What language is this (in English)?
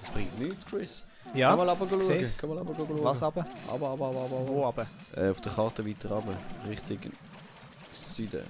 Swiss German